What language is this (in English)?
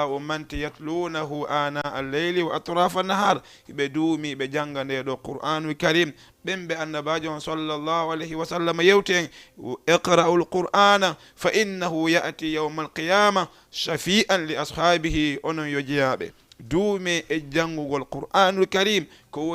Fula